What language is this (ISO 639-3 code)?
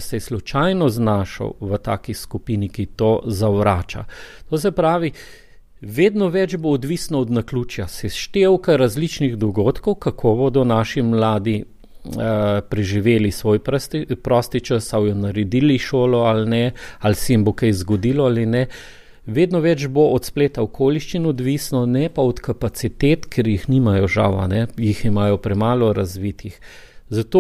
slv